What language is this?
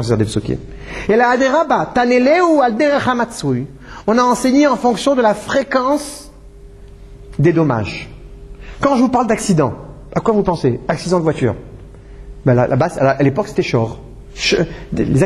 French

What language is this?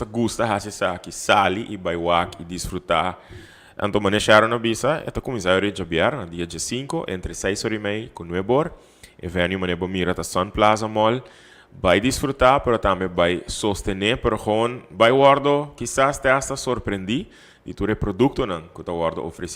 Papiamento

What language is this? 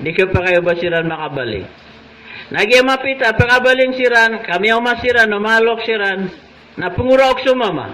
Maranao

